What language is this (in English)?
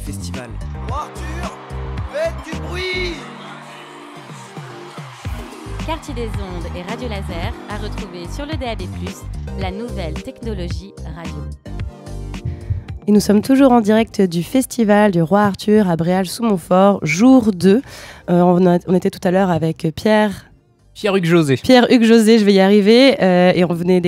French